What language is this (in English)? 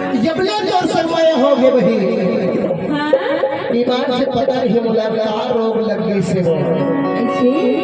Chhattisgarhi